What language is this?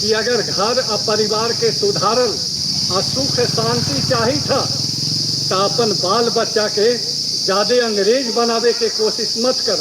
Magahi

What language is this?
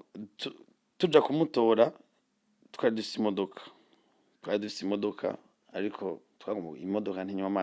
Rundi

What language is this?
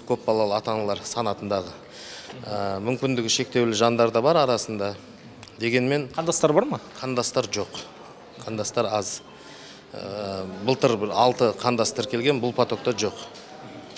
Kazakh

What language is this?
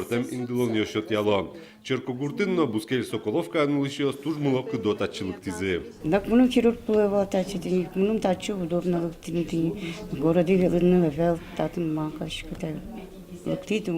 Udmurt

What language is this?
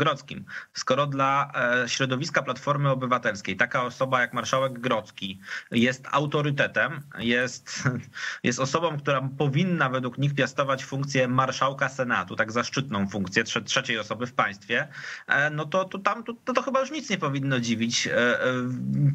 Polish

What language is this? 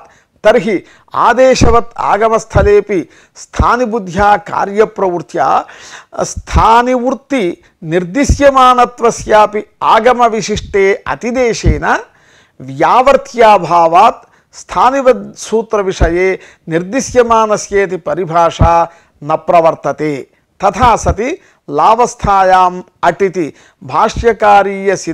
Sanskrit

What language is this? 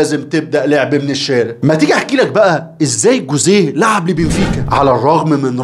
Egyptian Arabic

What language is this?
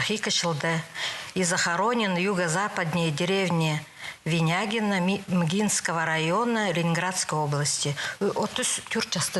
Khakas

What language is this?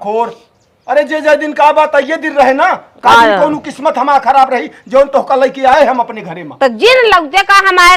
Awadhi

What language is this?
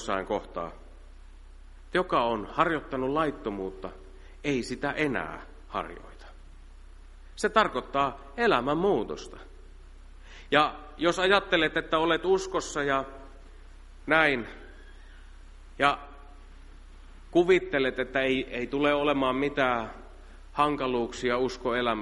Finnish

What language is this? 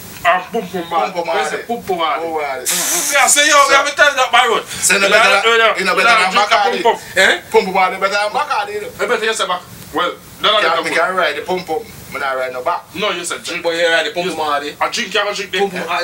Jamaican Creole English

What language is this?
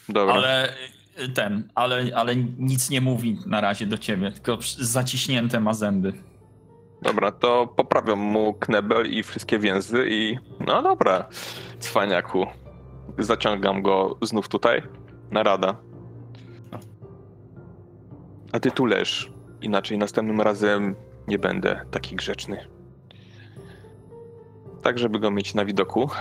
Polish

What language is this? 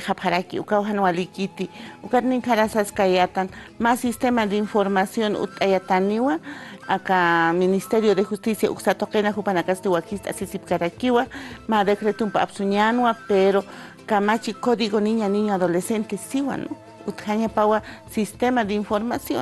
Aymara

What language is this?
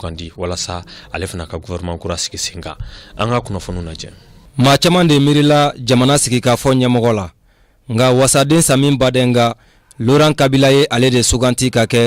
Bambara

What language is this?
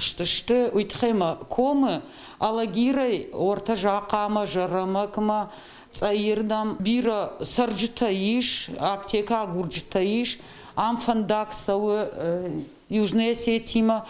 Ossetic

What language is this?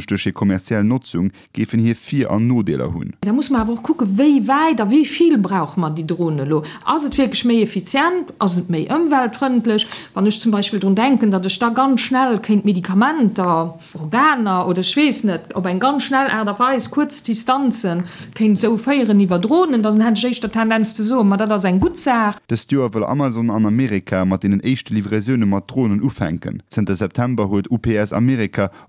Luxembourgish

